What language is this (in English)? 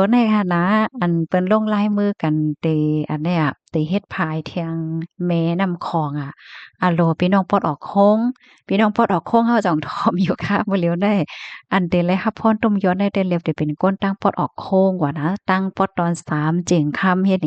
Shan